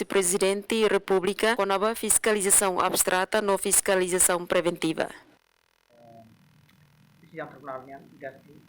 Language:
Tetum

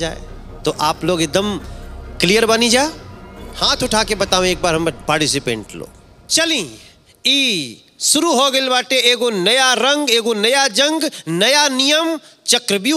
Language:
Bhojpuri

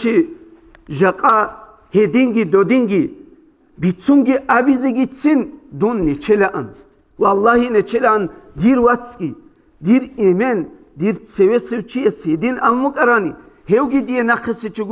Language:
Avaric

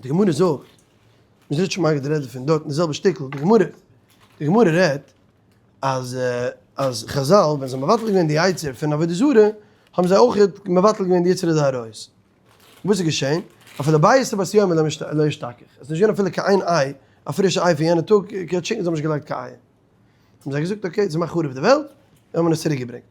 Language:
Yiddish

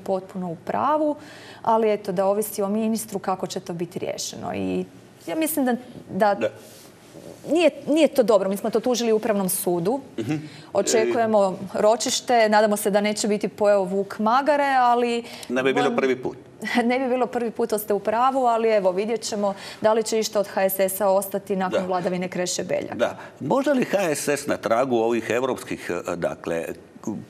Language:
Croatian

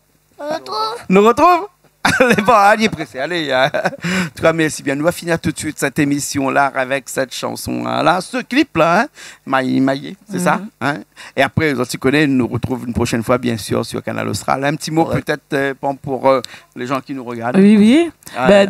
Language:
Réunion Creole French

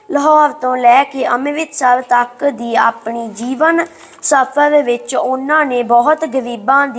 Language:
Punjabi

